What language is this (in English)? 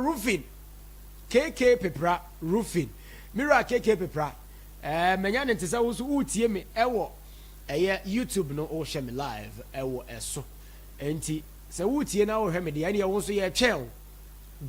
Akan